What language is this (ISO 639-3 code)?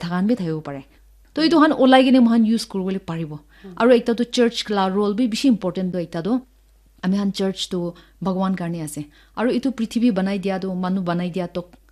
nag